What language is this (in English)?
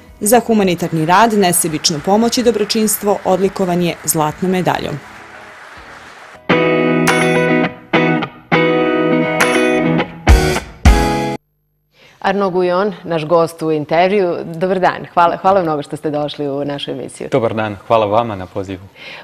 Serbian